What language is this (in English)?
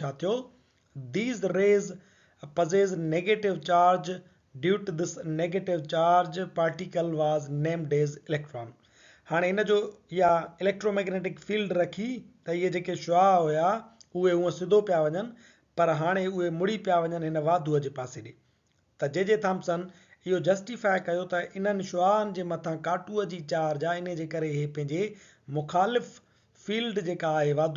Sindhi